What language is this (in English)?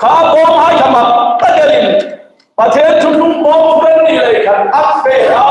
Hmar